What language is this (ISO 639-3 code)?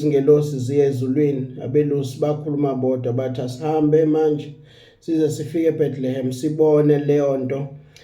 zul